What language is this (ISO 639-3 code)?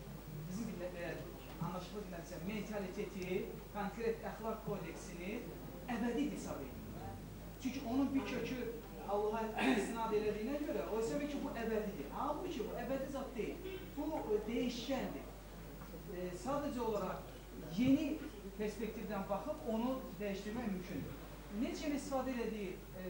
aze